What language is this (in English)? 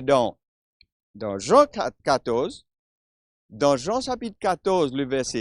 Morisyen